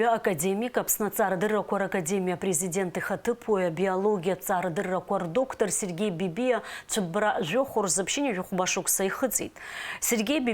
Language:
Abkhazian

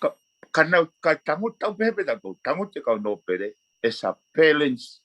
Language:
Tongan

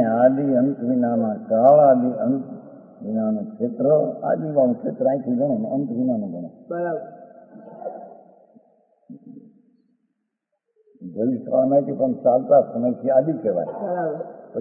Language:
Gujarati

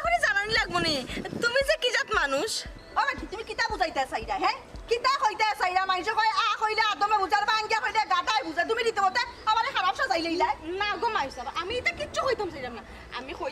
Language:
Sylheti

